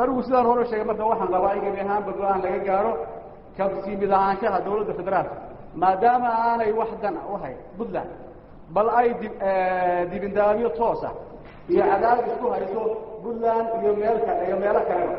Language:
Somali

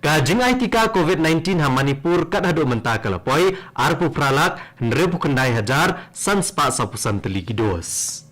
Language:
Khasi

